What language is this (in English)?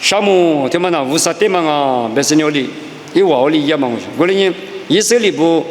Lisu